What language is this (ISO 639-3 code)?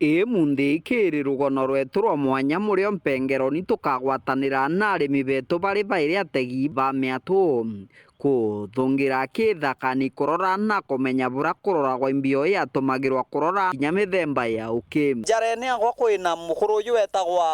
mer